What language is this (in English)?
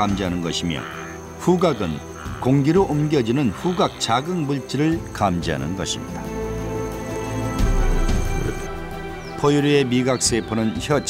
Korean